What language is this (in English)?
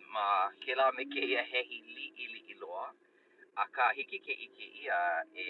Hawaiian